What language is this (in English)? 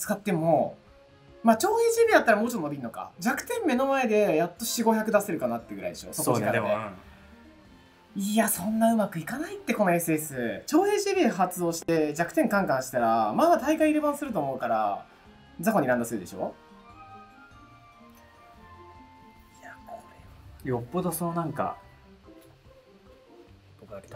Japanese